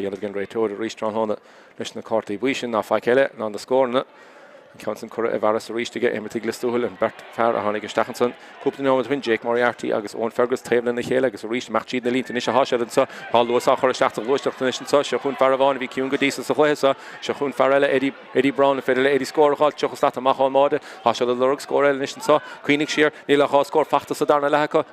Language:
Irish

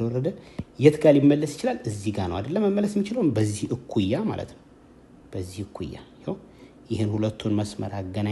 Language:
Amharic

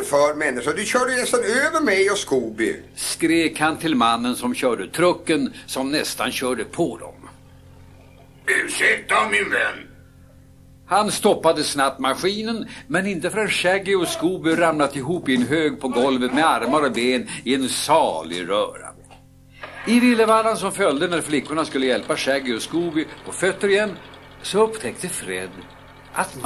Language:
Swedish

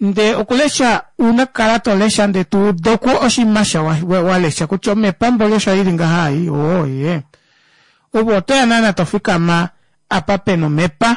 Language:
Kuanyama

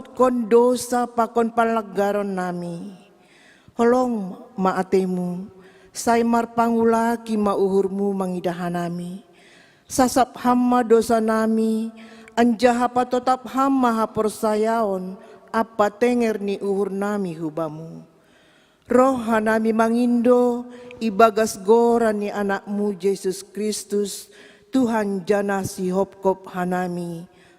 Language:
Batak Simalungun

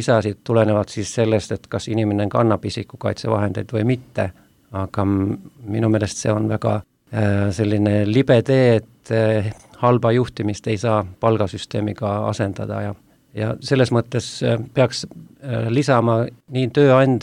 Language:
Estonian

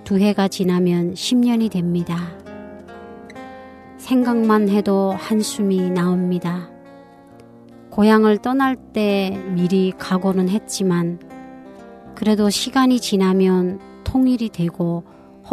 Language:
Korean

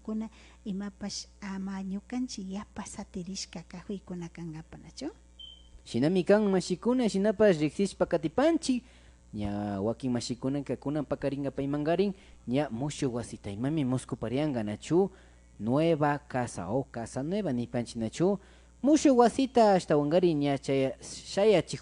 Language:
Imbabura Highland Quichua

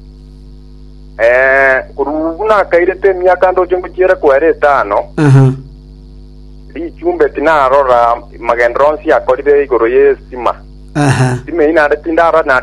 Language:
Gusii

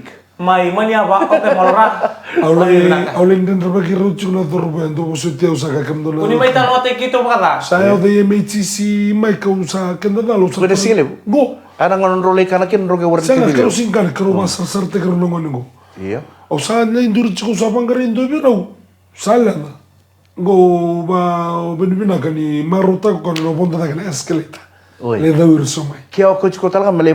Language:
Fijian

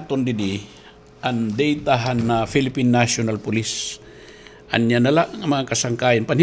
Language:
Waray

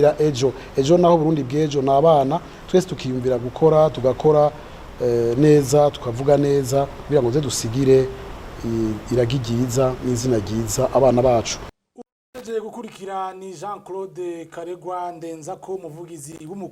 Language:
Rundi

